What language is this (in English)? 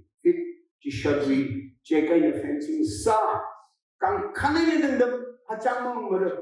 Tangkhul Naga (India)